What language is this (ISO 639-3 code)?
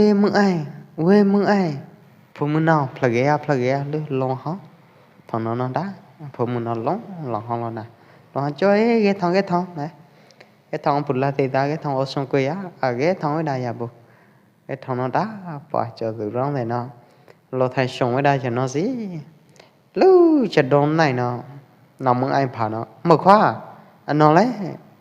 kjp